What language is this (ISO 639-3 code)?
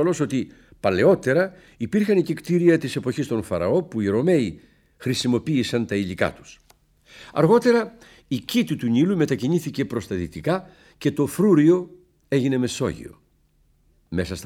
ell